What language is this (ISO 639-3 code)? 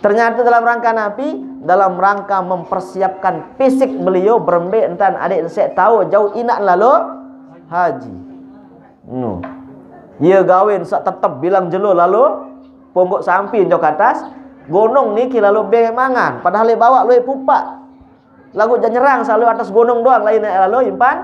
sas